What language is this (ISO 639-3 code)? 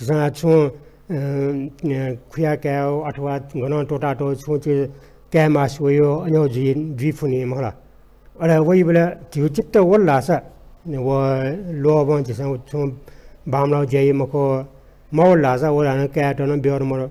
new